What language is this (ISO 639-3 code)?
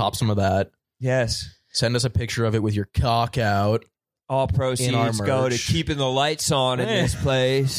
eng